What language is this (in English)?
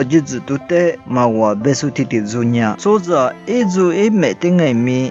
Lisu